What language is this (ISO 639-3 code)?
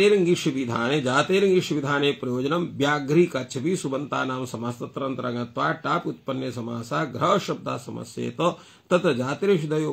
san